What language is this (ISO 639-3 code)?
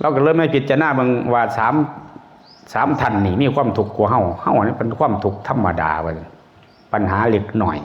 tts